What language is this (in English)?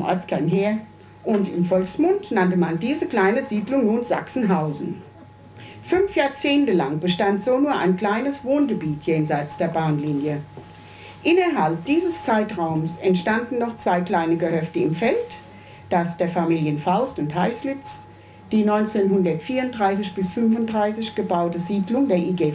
German